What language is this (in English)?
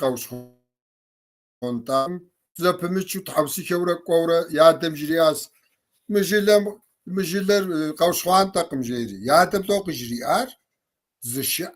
Kabardian